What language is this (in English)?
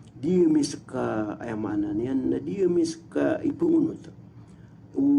Maranao